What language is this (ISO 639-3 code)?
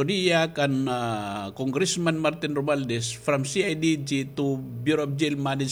war